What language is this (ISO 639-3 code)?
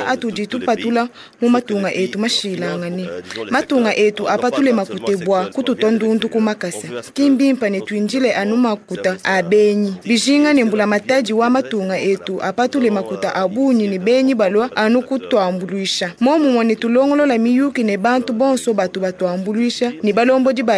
lua